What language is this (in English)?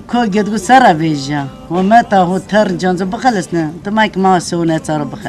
Zaza